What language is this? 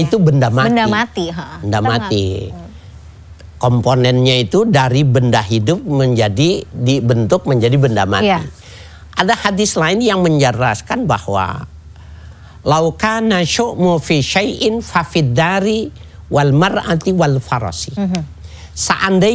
Indonesian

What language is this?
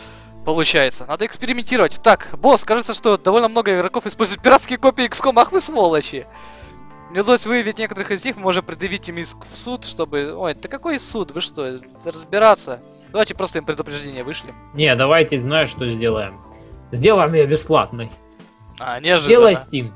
Russian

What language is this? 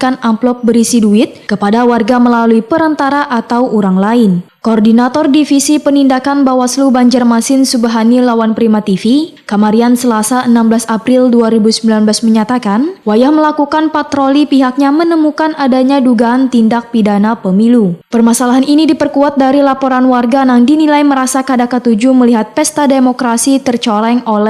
Banjar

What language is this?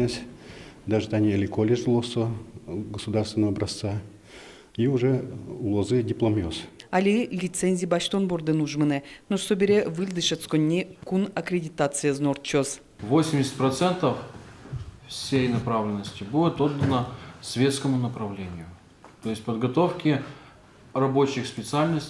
Udmurt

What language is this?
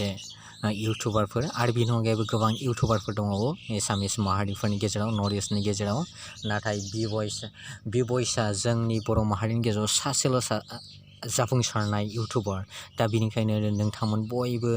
Bodo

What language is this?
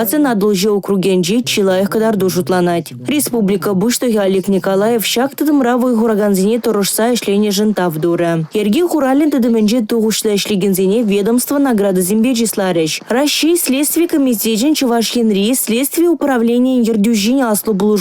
Chuvash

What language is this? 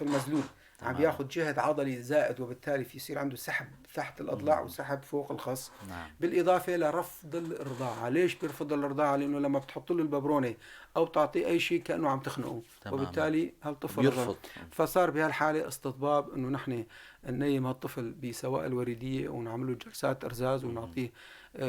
North Levantine Arabic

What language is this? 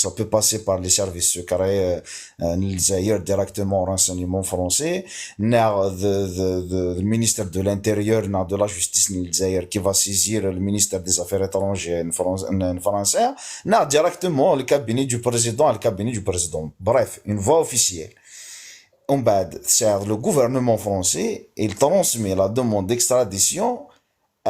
Kabyle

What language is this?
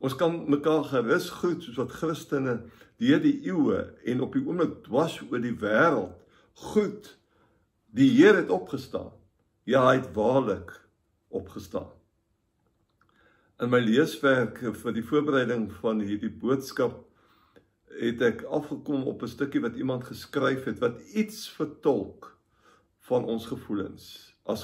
Afrikaans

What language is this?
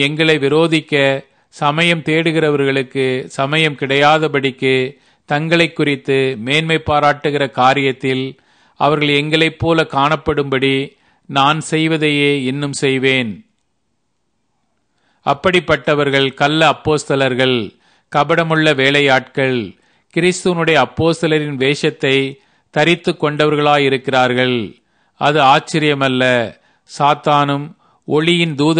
Tamil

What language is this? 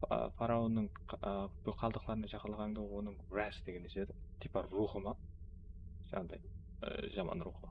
Kara-Kalpak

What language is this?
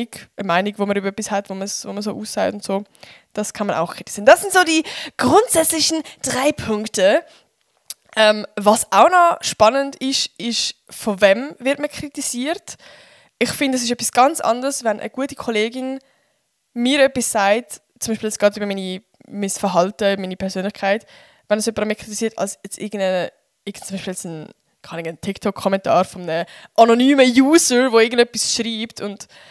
Swiss German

